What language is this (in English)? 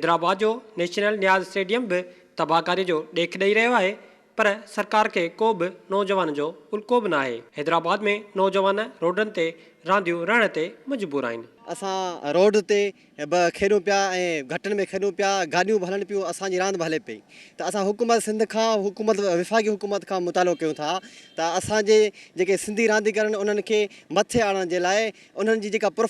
Sindhi